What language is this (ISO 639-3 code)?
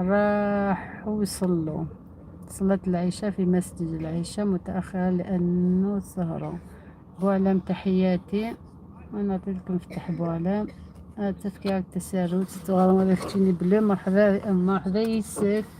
arq